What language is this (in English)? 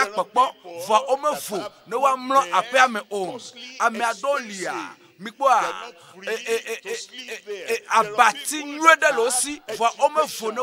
Ewe